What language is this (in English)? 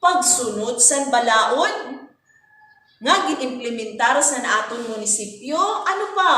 Waray